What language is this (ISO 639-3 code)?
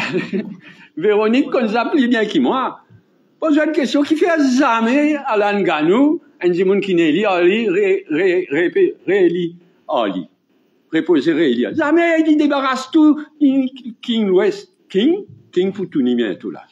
mfe